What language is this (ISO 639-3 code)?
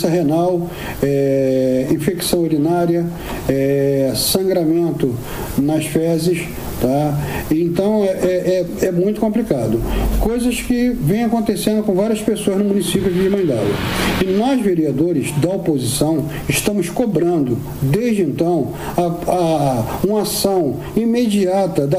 por